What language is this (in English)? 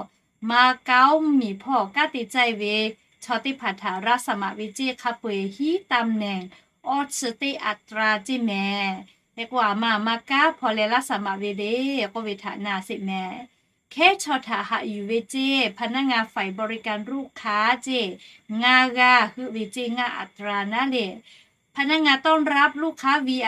Lahu